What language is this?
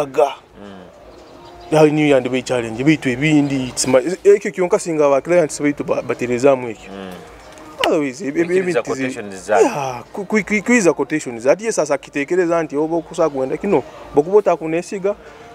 Nyoro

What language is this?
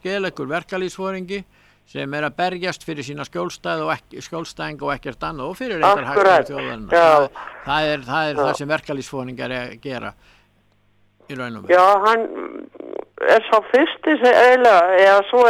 Icelandic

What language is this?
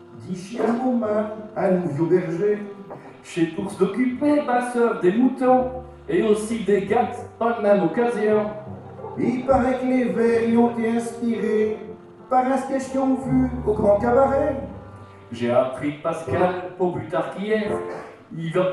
Picard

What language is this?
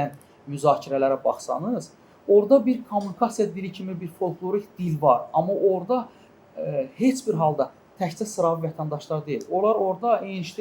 Azerbaijani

